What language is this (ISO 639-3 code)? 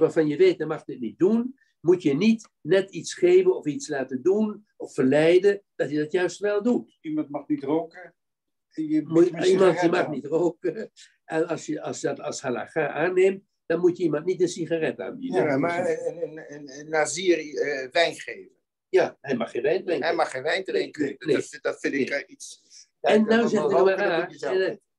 nld